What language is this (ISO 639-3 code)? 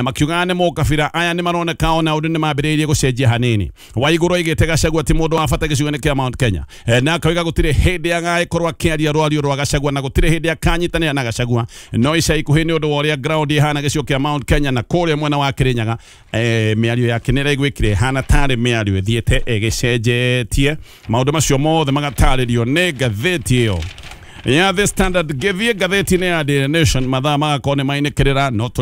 kik